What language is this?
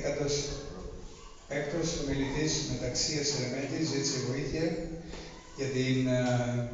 Greek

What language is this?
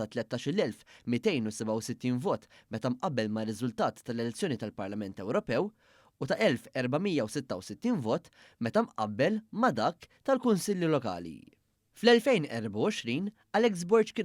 Maltese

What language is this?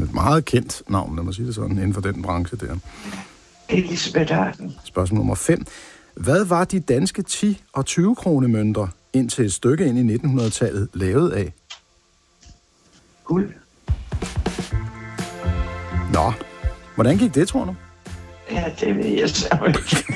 Danish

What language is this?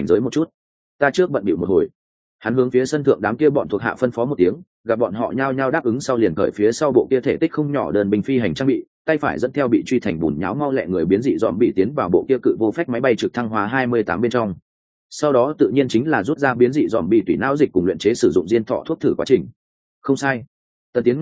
Vietnamese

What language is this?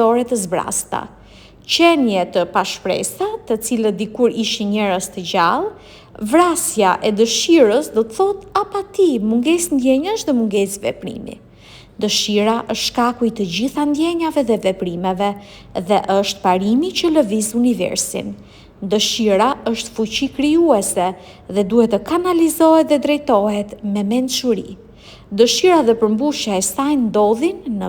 Albanian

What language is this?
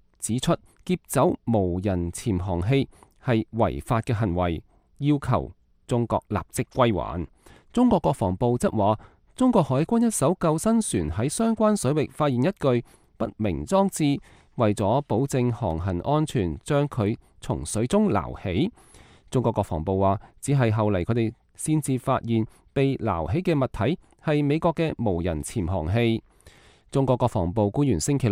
Cantonese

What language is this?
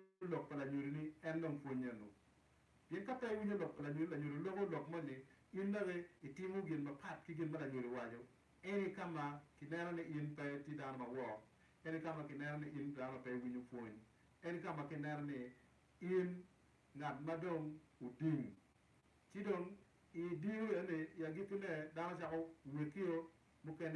Acoli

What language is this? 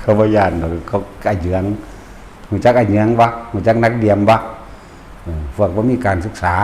Northeastern Thai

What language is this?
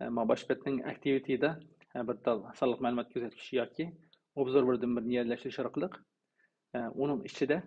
Uyghur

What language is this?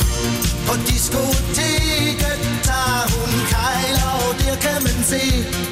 Danish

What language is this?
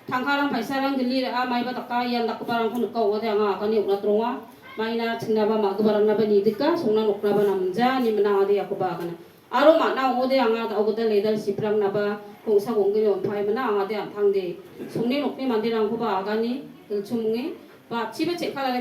Garo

